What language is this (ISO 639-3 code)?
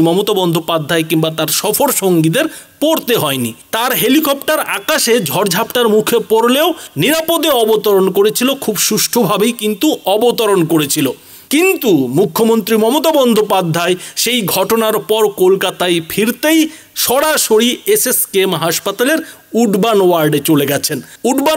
ben